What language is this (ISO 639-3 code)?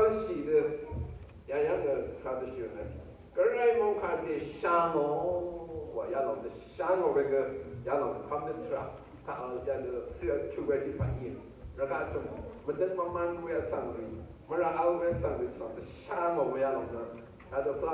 raw